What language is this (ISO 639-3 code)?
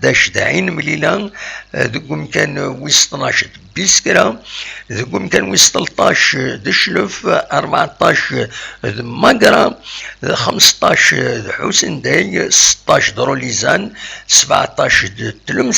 kab